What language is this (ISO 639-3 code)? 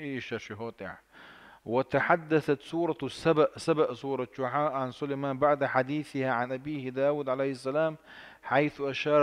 che